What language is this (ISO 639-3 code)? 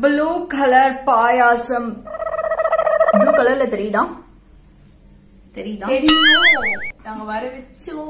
tam